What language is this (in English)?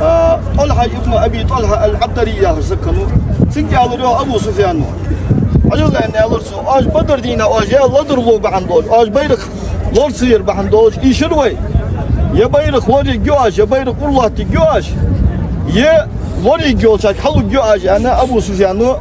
Ingush